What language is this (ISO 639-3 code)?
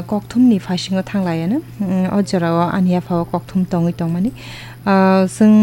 trp